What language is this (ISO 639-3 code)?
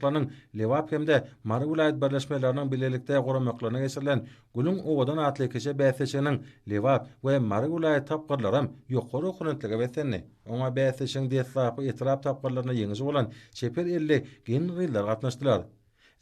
tuk